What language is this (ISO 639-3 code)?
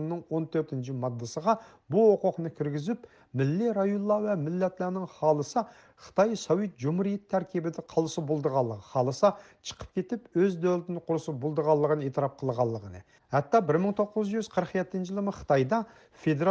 uig